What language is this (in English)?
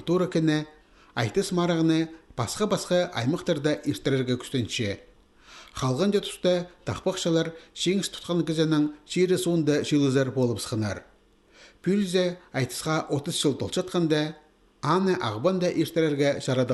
Khakas